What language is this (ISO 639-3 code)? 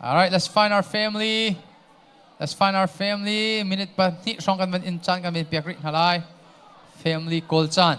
cnh